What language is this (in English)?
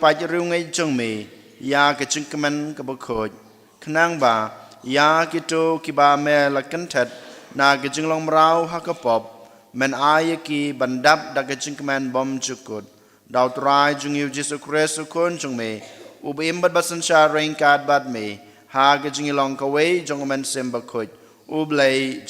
Khasi